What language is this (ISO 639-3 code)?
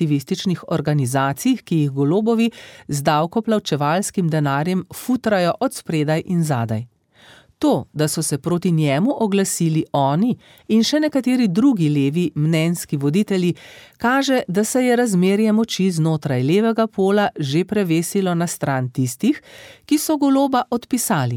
slv